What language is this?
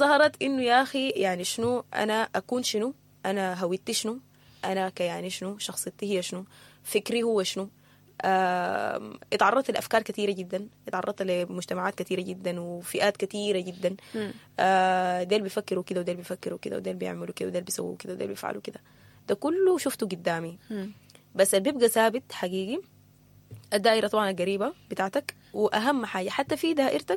Sudanese Arabic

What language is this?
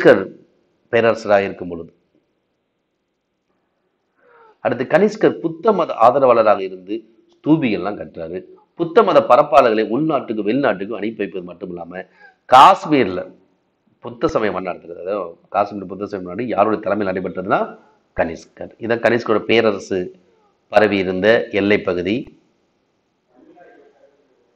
Tamil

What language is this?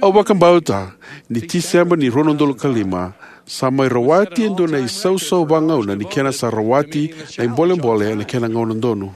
Fijian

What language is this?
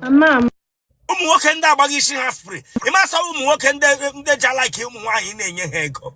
Igbo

